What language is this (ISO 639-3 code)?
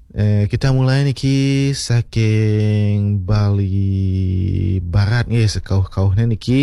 ban